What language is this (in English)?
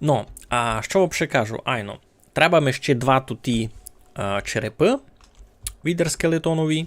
Rusyn